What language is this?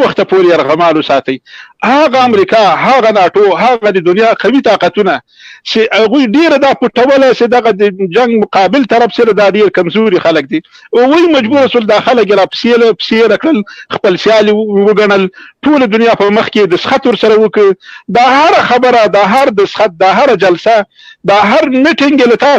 Pashto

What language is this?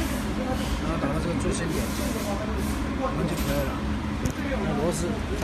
Chinese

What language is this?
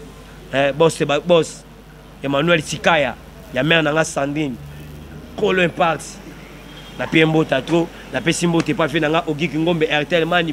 Lingala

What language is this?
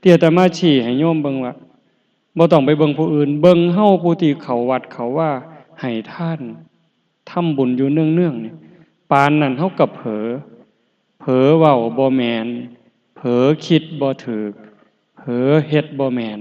Northeastern Thai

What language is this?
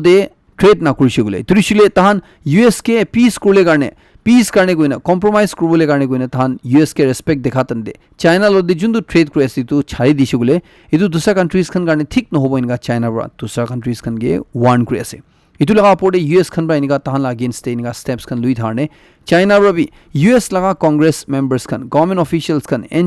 Naga Pidgin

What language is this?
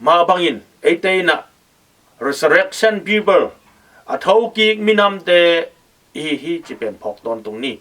Tedim Chin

